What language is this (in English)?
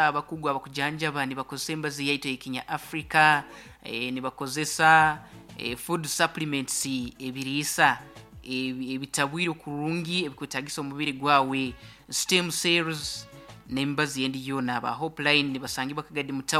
Nyoro